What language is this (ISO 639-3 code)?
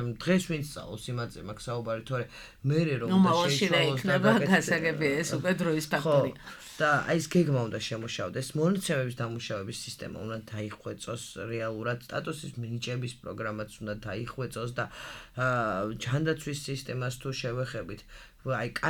kat